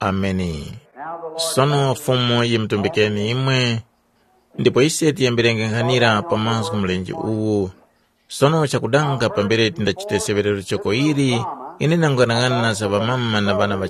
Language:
Tumbuka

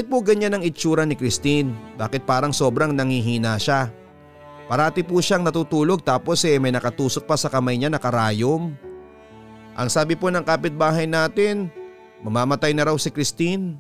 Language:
Filipino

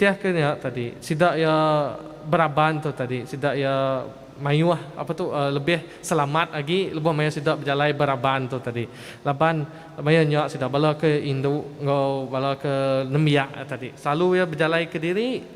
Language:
Iban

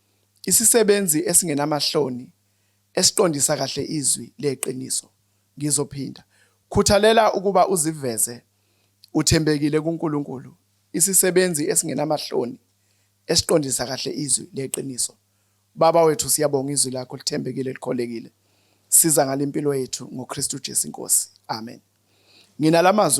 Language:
Zulu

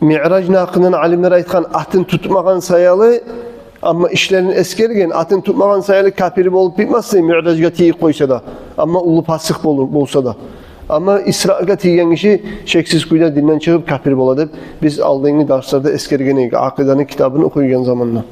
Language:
Kumyk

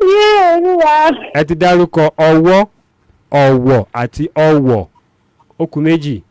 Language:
Yoruba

